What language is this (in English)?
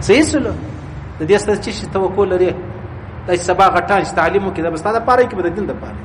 Pashto